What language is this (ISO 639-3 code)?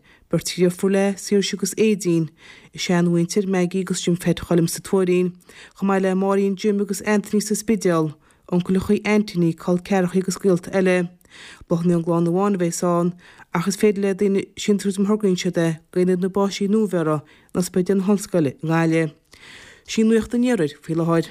gle